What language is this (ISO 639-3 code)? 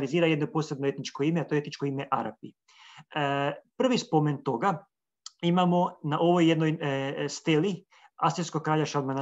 hrv